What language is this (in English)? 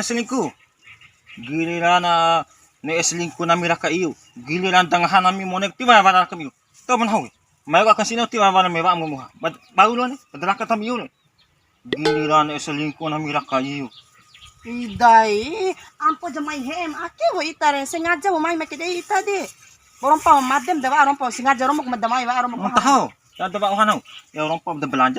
Bima